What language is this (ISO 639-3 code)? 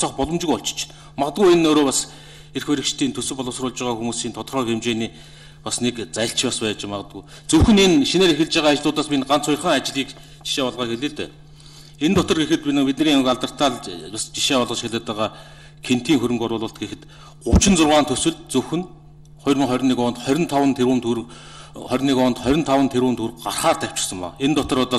mon